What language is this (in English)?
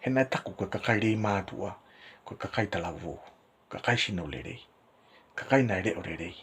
Tongan